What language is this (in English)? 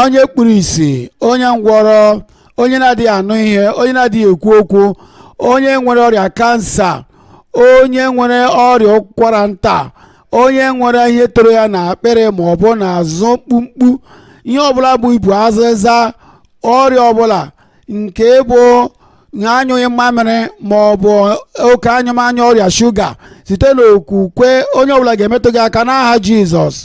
Igbo